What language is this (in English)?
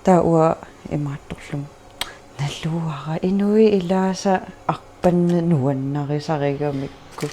Kalaallisut